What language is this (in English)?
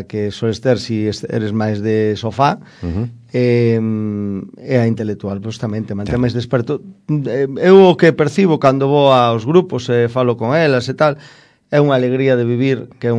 Galician